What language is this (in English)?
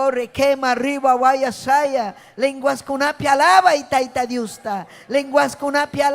Ayacucho Quechua